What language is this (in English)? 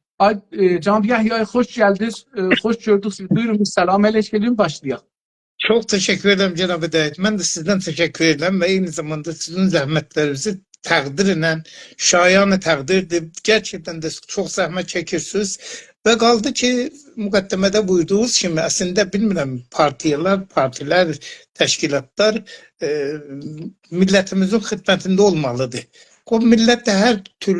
South Azerbaijani